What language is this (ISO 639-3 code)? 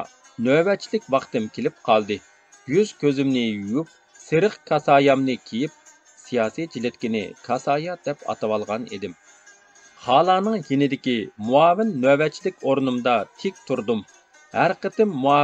uig